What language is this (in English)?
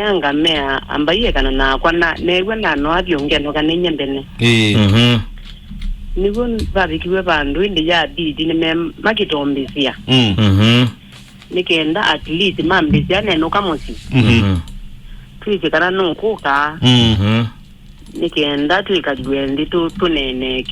Kamba